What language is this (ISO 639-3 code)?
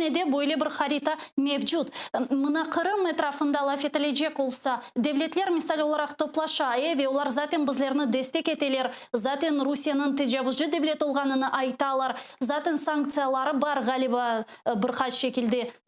crh